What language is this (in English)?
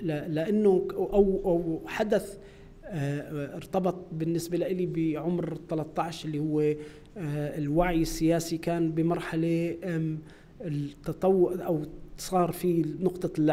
North Levantine Arabic